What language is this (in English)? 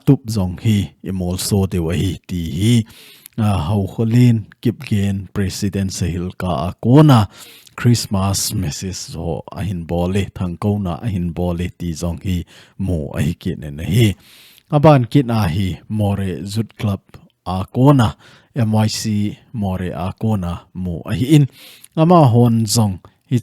Thado Chin